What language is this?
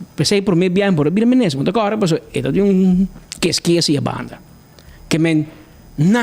Papiamento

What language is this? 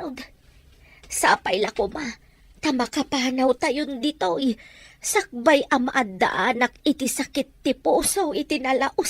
Iloko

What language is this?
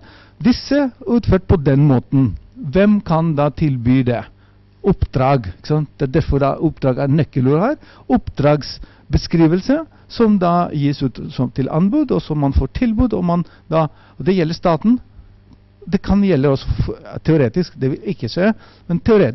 Norwegian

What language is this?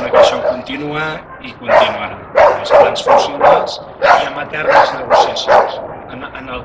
Catalan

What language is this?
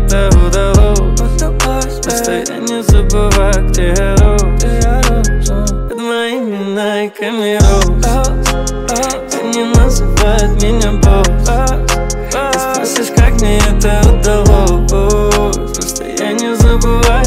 Russian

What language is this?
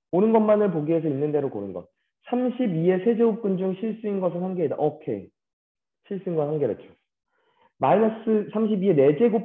Korean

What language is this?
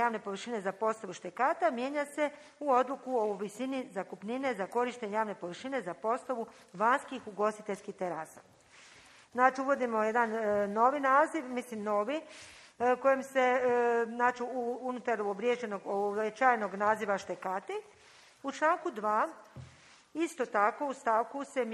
Croatian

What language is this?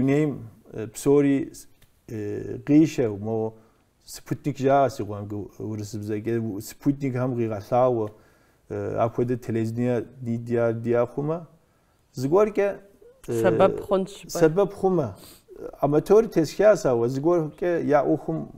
Kabardian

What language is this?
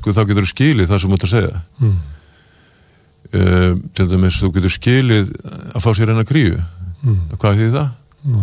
Icelandic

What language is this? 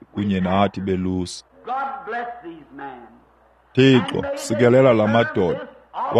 Xhosa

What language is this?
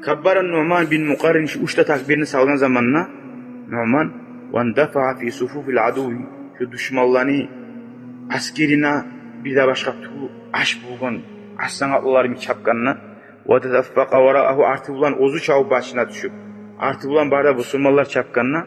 Kumyk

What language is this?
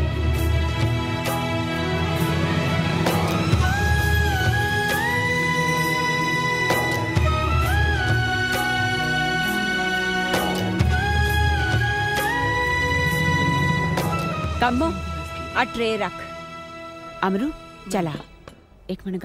Punjabi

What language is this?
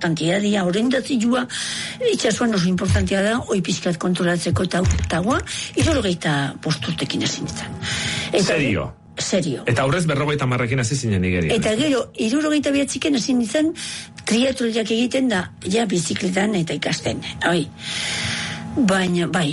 Basque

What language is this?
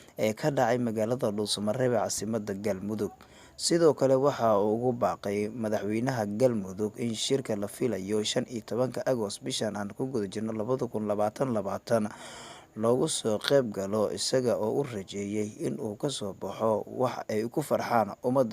Somali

